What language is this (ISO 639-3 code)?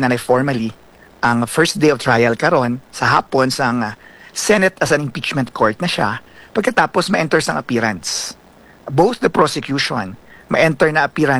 hil